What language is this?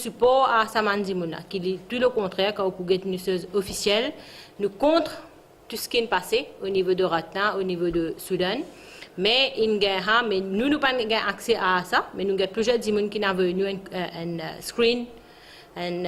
Morisyen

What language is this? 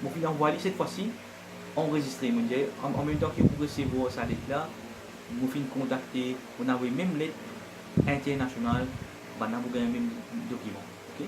Morisyen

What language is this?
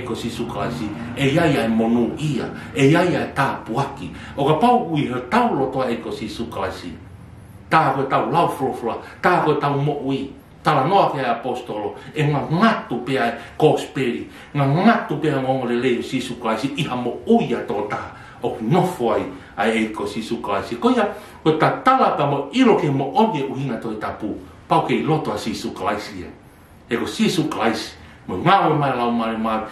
Tongan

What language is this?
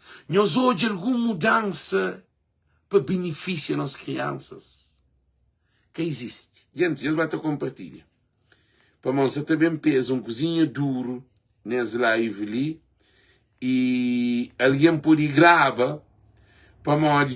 Kabuverdianu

